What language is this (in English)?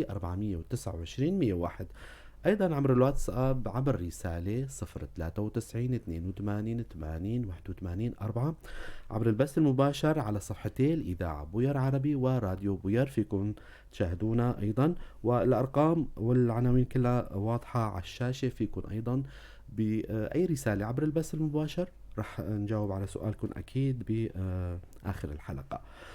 North Levantine Arabic